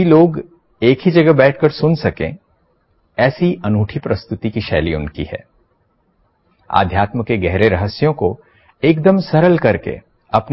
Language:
Hindi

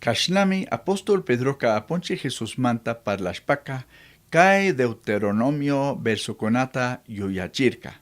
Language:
Chimborazo Highland Quichua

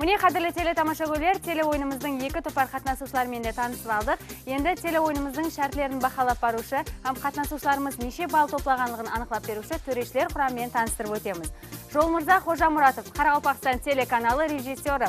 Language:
Kara-Kalpak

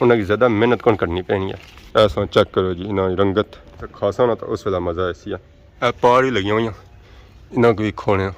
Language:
Pahari-Potwari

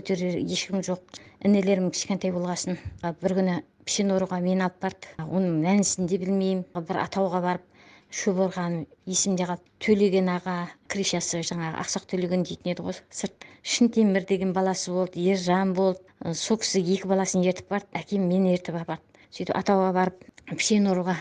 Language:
Kazakh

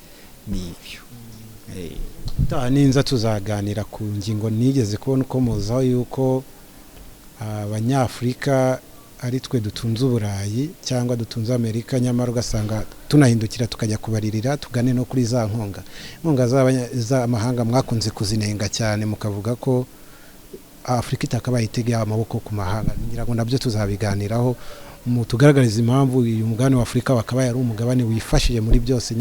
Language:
Kinyarwanda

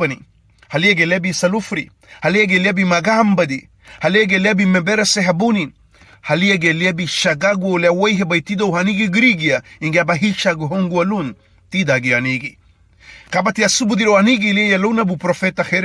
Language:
Garifuna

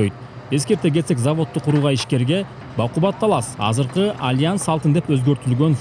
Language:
Kyrgyz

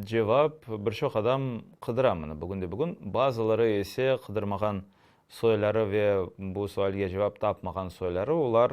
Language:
Crimean Tatar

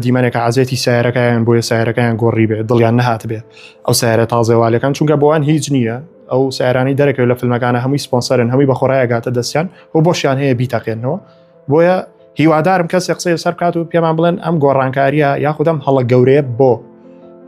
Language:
Central Kurdish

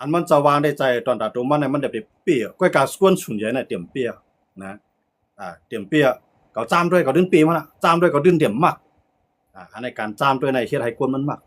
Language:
Shan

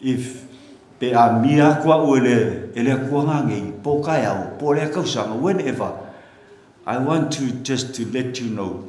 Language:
Samoan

